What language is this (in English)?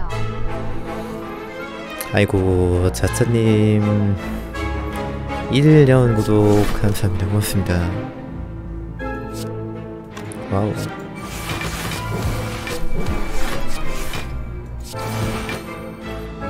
Korean